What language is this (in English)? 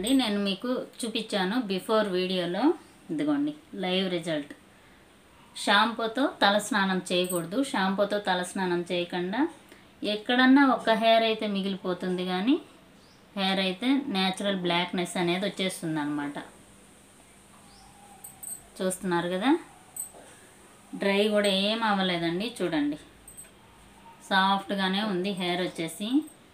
Telugu